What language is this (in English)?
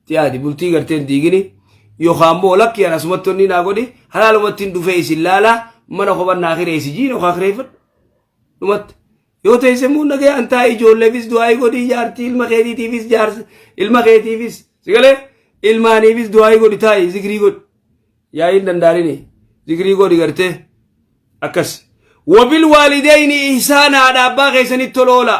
Oromo